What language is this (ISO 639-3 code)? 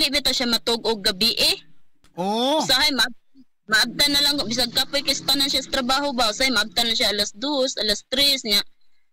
ceb